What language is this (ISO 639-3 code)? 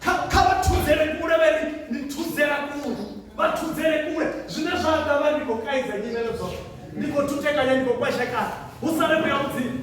ven